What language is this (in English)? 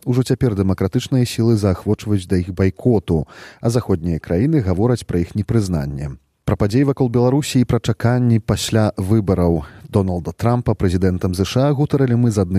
Belarusian